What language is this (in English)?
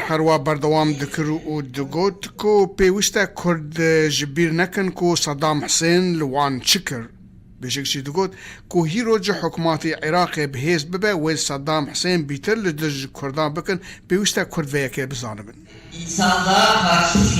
Kurdish